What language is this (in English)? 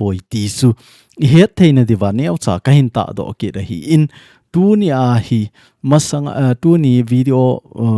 Thado Chin